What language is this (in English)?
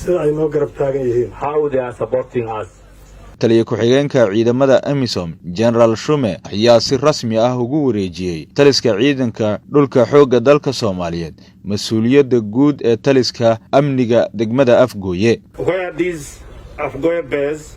Somali